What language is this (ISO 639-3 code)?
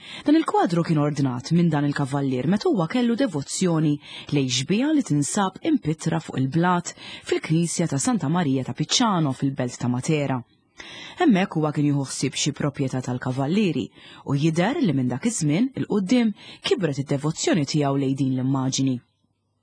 mlt